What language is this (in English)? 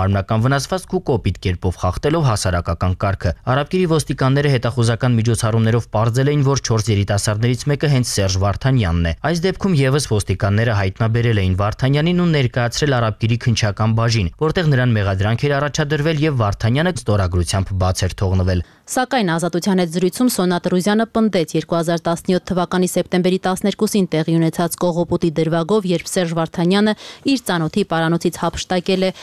Armenian